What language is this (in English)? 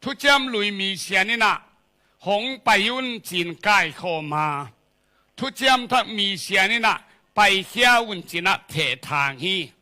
Tedim Chin